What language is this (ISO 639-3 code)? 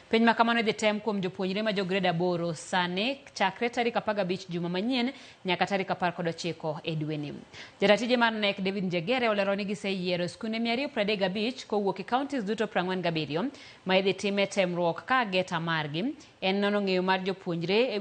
luo